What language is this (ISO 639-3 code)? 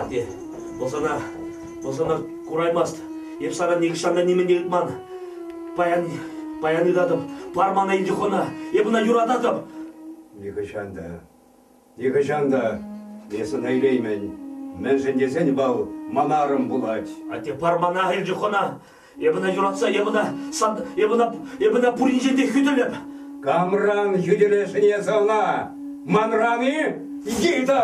chv